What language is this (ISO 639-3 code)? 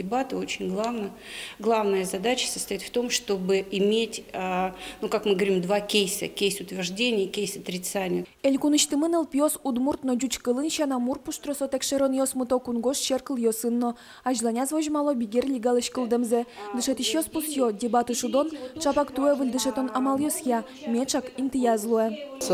udm